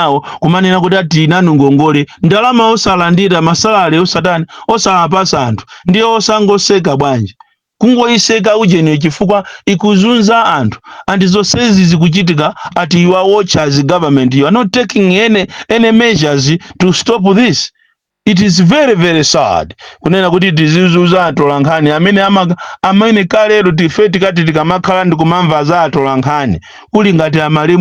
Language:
Nyanja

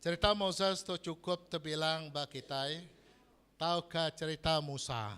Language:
Iban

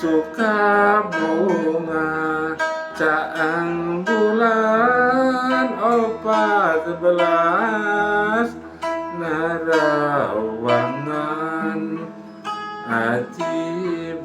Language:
Sundanese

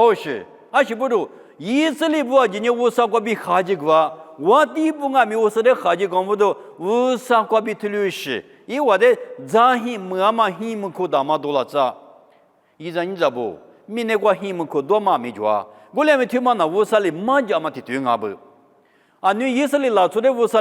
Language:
Lisu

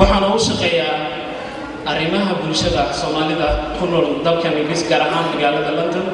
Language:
Somali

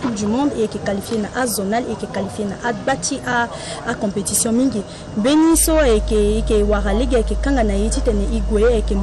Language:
Sango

